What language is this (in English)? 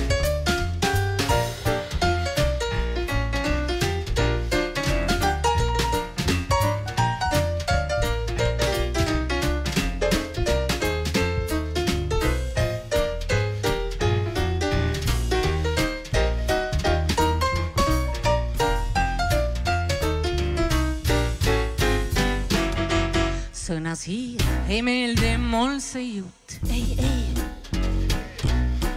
Estonian